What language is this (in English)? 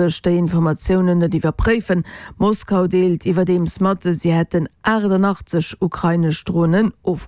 Luxembourgish